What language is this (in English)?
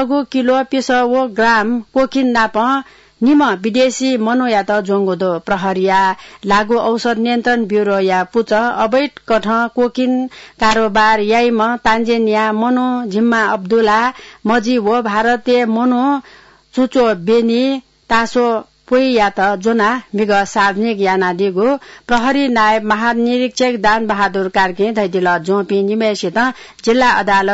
Newari